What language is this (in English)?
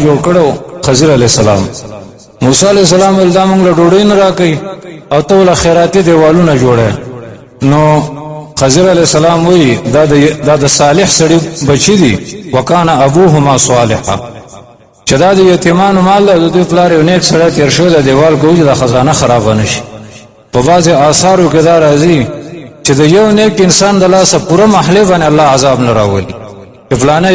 Pashto